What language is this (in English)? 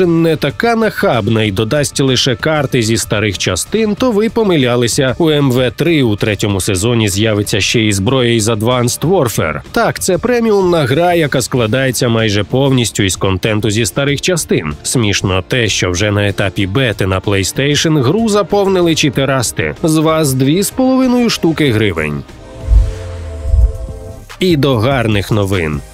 Ukrainian